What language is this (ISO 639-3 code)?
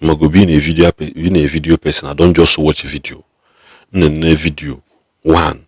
ibo